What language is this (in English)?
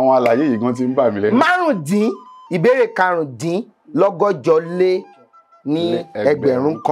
Yoruba